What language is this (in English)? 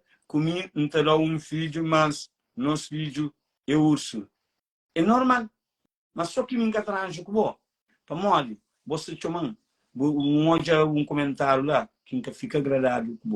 Kabuverdianu